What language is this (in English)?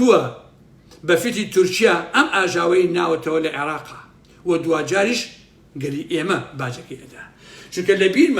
Central Kurdish